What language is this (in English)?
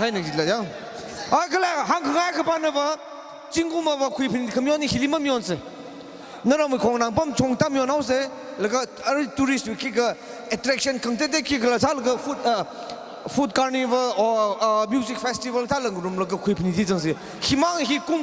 Tangkhul Naga (India)